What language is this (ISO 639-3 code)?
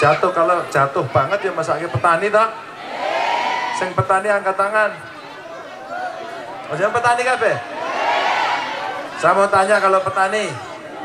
ind